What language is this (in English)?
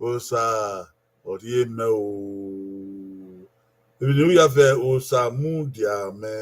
Bini